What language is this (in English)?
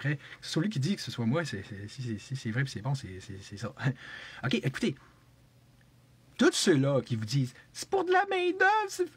French